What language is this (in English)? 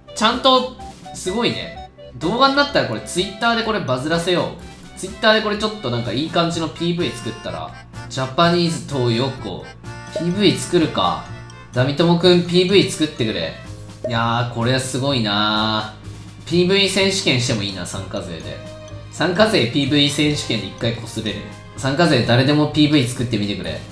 Japanese